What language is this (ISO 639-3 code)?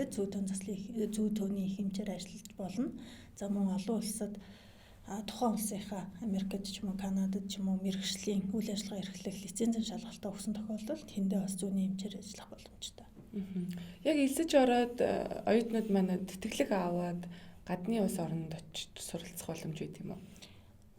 mon